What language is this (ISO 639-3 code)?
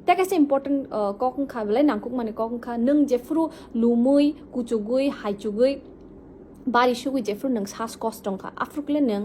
trp